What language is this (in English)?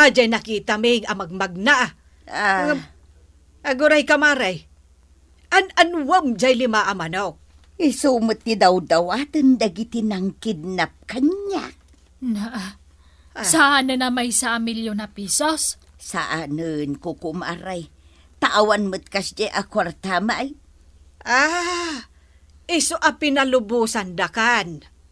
Iloko